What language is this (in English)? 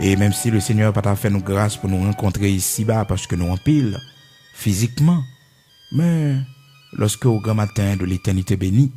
Haitian Creole